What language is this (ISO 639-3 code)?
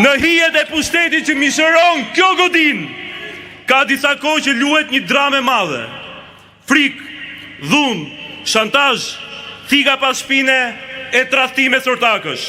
sqi